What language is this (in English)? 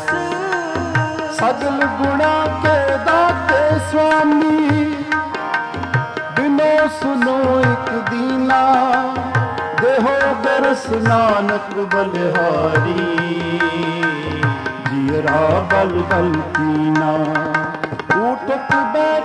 Punjabi